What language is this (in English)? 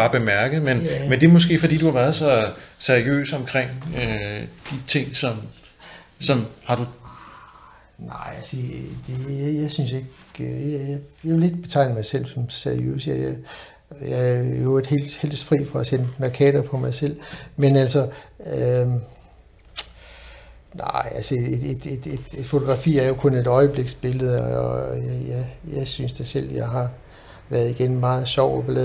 Danish